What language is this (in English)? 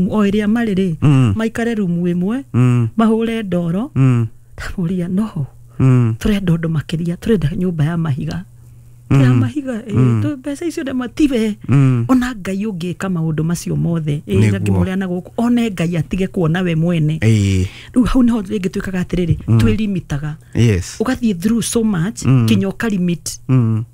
Kikuyu